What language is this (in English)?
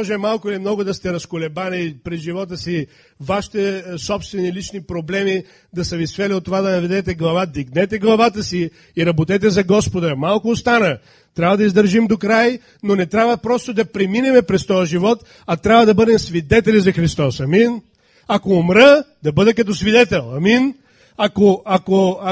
Bulgarian